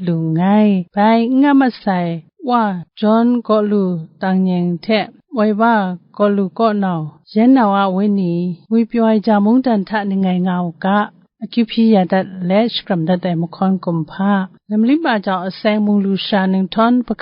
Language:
Kachin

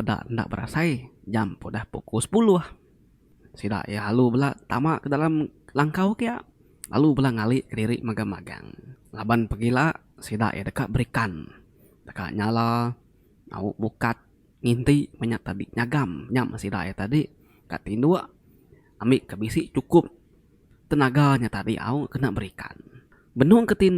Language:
Iban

